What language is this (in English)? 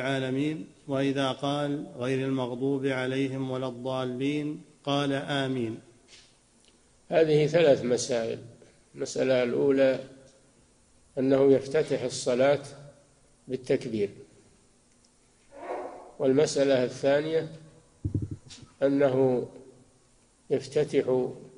Arabic